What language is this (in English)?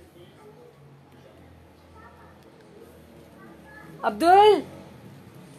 Hindi